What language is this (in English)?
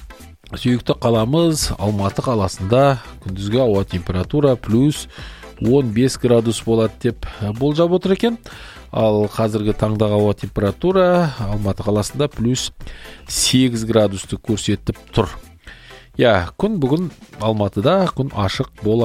Kazakh